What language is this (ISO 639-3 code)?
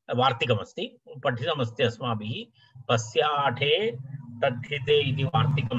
san